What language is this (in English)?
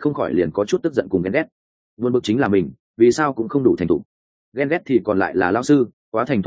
Vietnamese